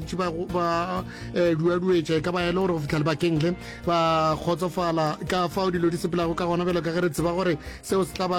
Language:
Northern Sotho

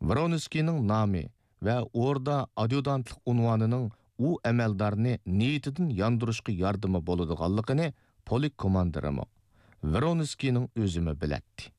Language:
Uyghur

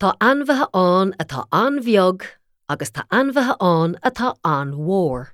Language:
Irish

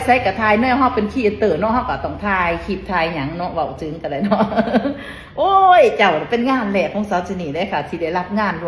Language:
Northeastern Thai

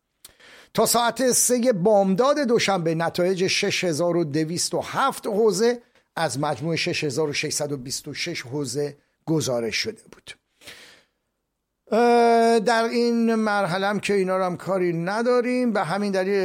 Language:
Persian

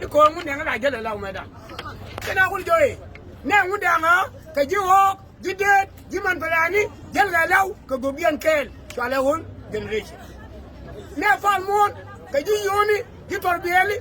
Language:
Nuer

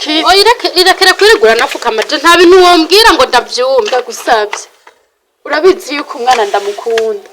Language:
Rundi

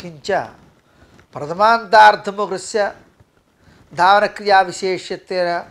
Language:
Sanskrit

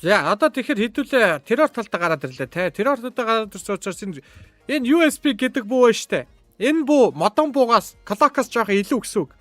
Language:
Mongolian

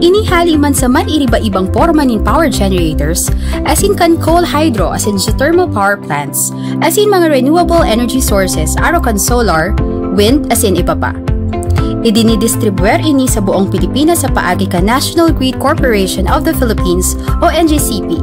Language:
Bikol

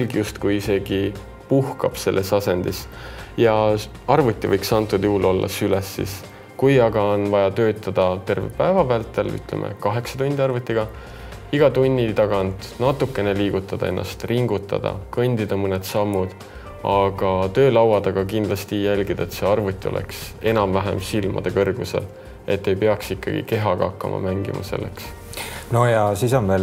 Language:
Estonian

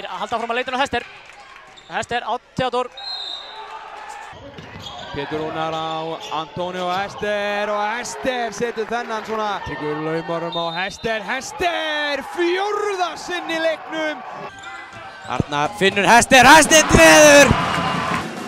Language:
Icelandic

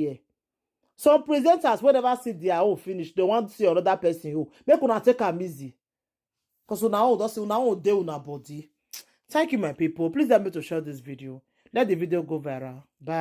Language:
Nigerian Pidgin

